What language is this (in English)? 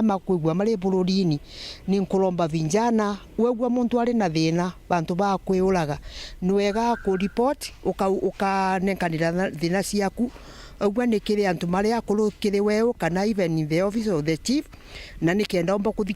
Meru